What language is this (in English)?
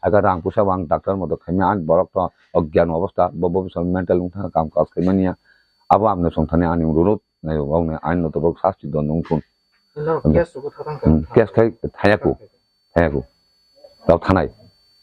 Kok Borok